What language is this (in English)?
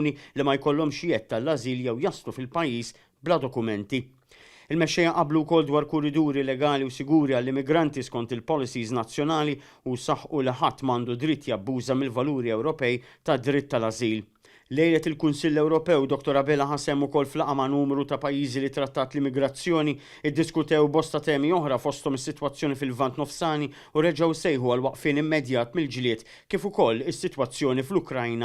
Maltese